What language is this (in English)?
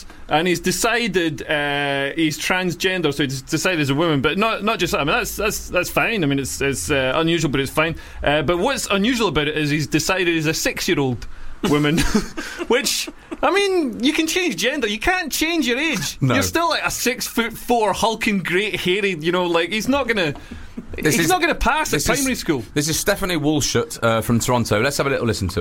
English